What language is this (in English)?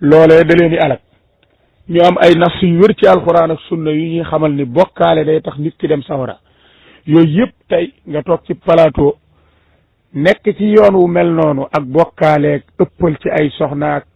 Wolof